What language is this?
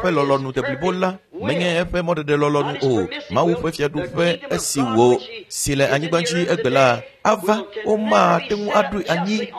Ewe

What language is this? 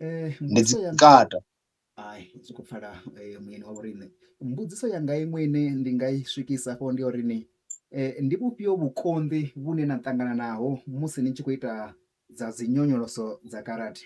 Venda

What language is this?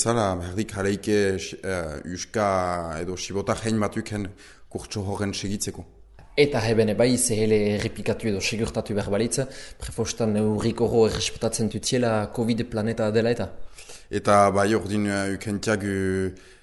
Basque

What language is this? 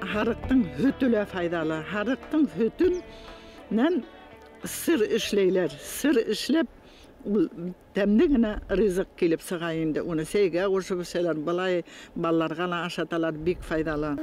Bashkir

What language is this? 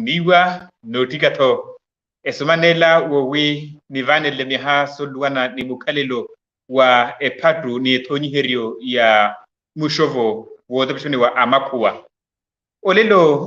Makhuwa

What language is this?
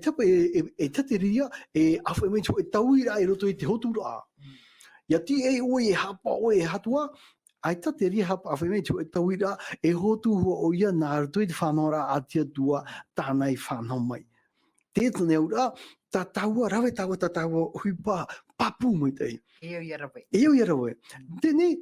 Tahitian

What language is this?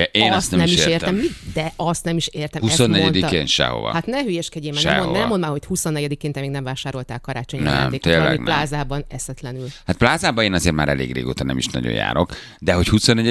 Hungarian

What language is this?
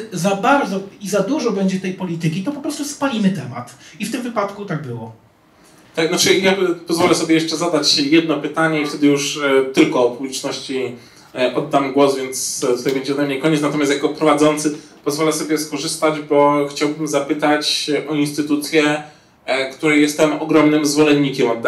Polish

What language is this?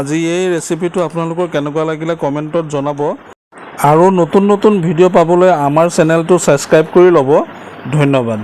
Assamese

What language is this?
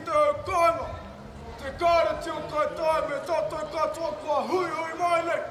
Māori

